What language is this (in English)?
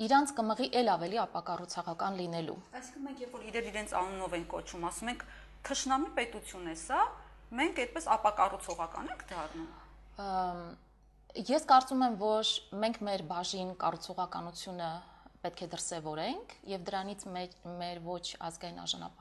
Armenian